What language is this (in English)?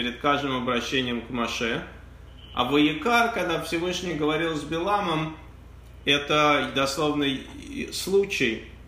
Russian